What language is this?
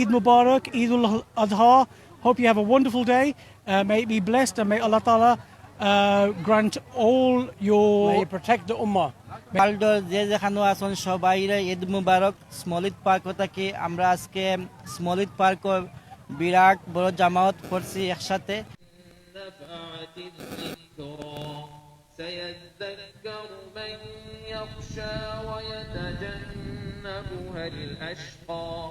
Sylheti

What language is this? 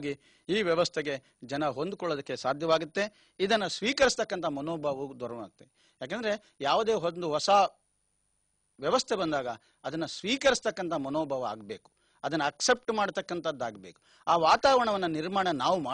Kannada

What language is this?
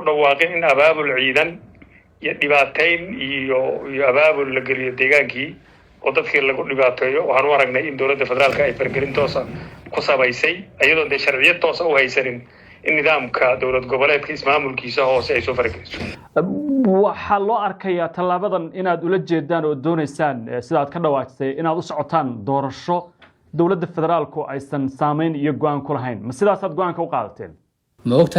Somali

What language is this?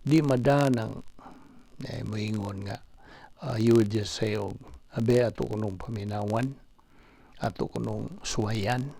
Cebuano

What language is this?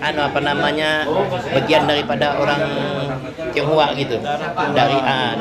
Banjar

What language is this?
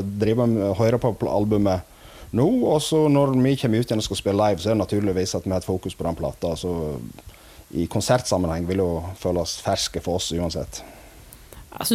Norwegian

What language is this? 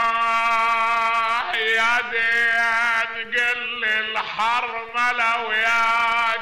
Mesopotamian Arabic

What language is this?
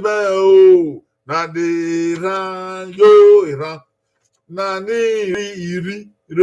Bini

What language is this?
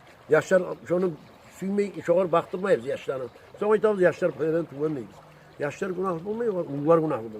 Kumyk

